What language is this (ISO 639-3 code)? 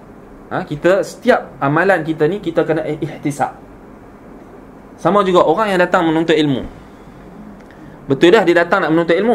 msa